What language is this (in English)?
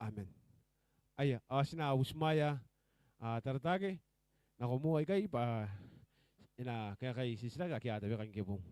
Gilbertese